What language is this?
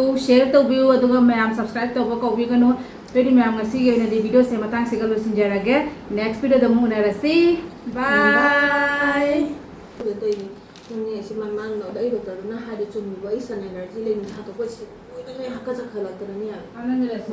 Manipuri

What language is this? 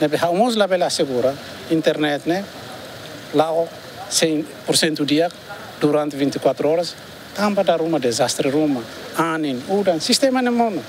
Tetum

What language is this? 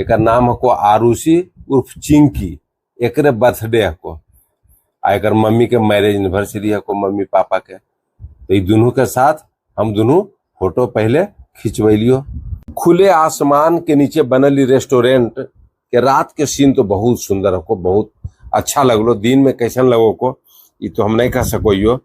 Magahi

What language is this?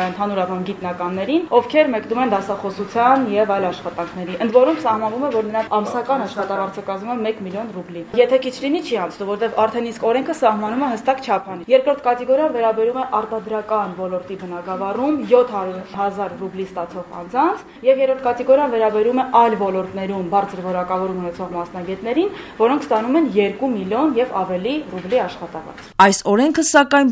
Armenian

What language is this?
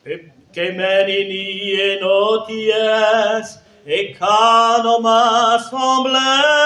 Breton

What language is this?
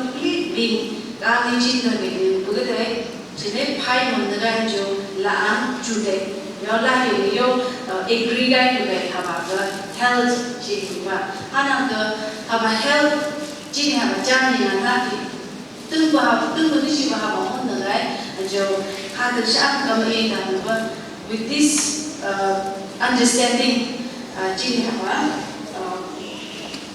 Phom Naga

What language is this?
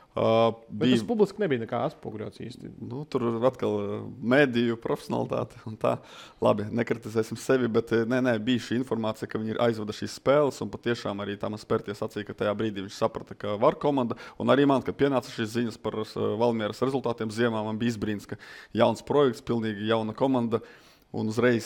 Latvian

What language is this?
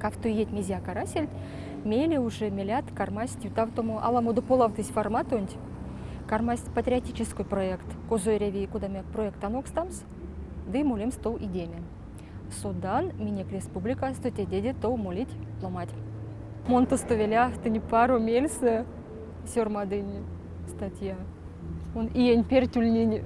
Erzya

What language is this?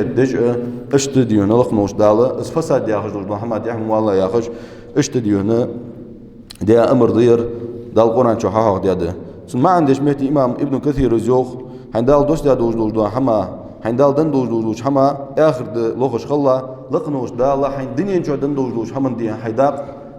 Ingush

